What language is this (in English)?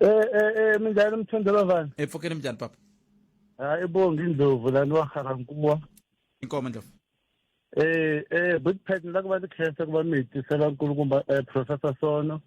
Tsonga